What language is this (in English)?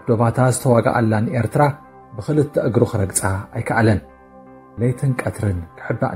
Tigrinya